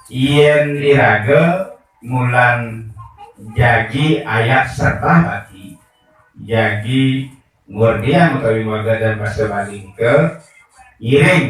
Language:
Balinese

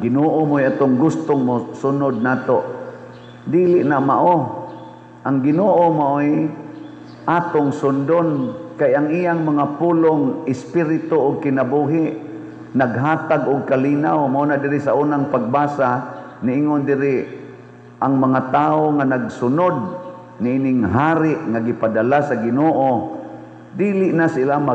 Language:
Cebuano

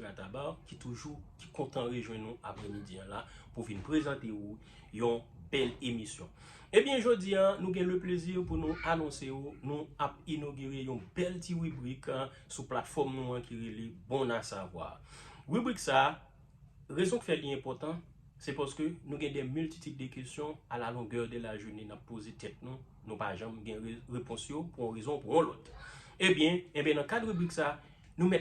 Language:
Haitian Creole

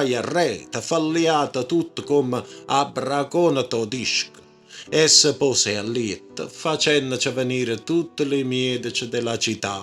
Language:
Neapolitan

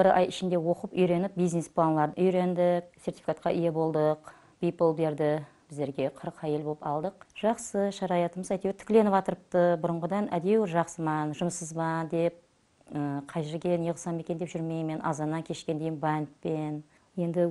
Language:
Kara-Kalpak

